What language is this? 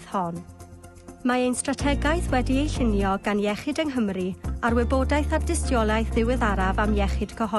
Welsh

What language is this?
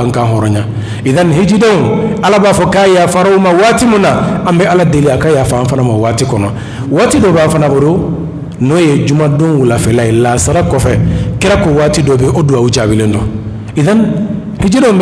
Bambara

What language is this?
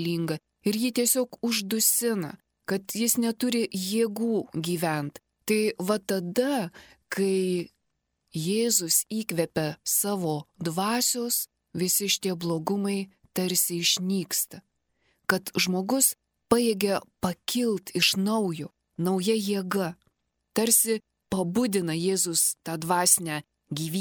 Lithuanian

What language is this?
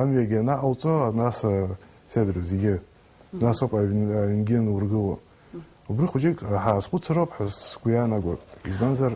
Abkhazian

